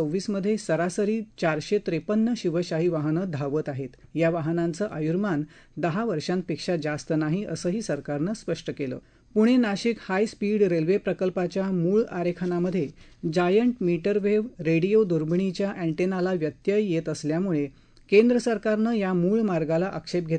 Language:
Marathi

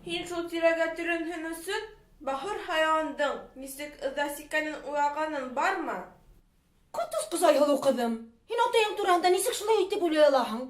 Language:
Bashkir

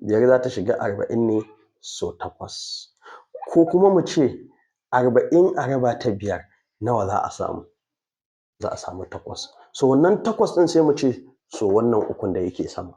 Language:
Hausa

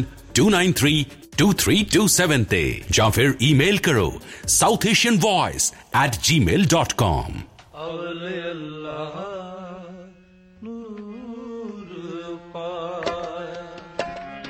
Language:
Punjabi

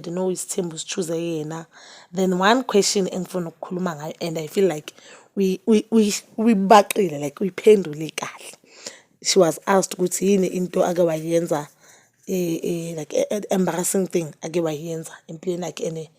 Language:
Zulu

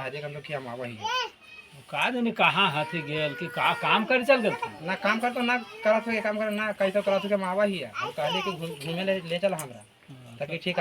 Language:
Magahi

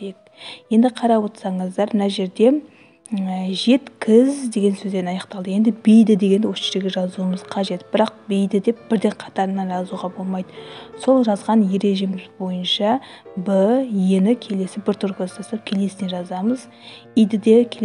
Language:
Kazakh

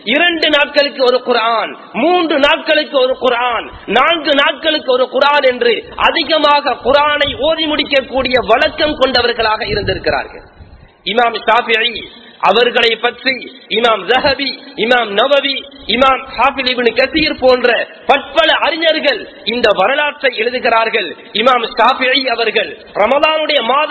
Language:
Tamil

